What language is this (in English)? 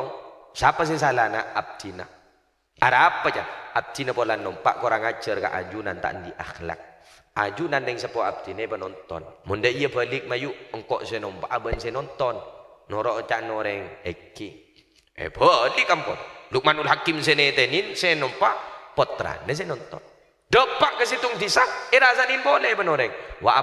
Madurese